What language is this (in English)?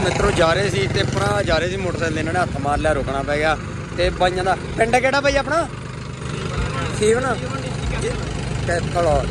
Punjabi